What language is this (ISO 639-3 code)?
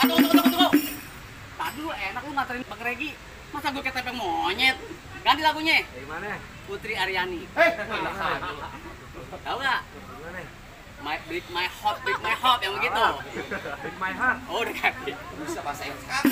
bew